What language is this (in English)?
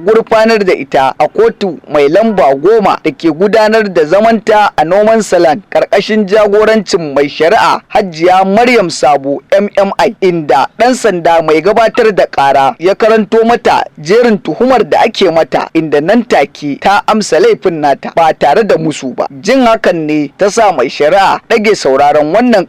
Hausa